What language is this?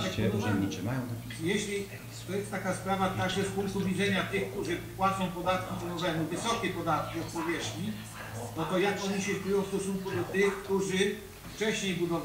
Polish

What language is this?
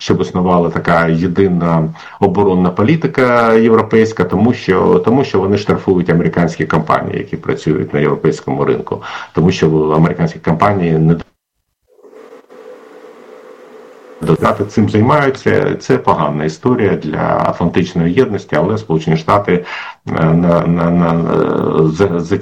Ukrainian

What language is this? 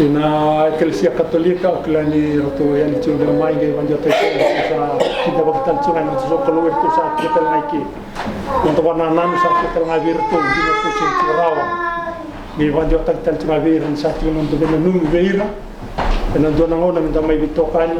Fijian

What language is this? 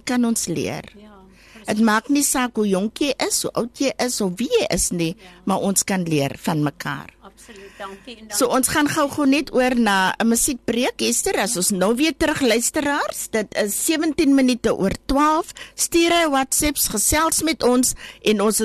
Afrikaans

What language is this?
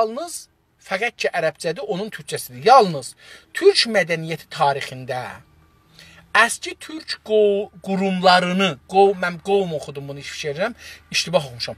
South Azerbaijani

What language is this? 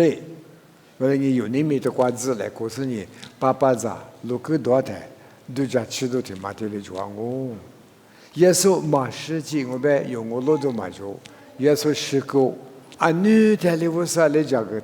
Lisu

